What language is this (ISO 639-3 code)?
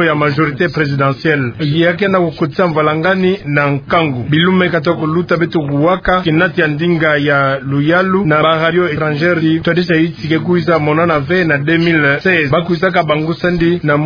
ktu